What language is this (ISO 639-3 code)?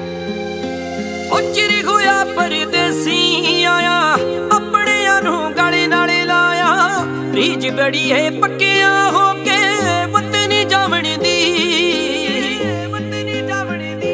pan